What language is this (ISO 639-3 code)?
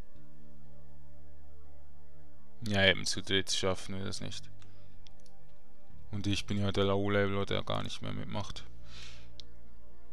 deu